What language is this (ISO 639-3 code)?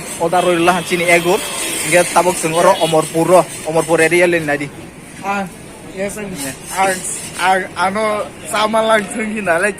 trp